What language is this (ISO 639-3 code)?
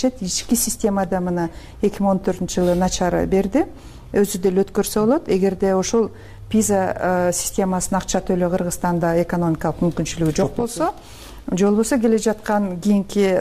kir